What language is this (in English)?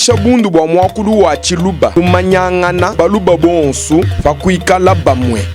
Luba-Lulua